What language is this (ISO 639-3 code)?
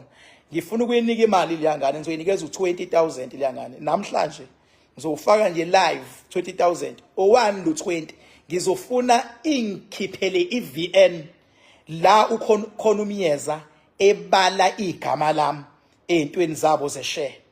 zul